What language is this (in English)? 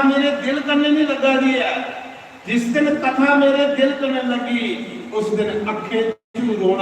Dogri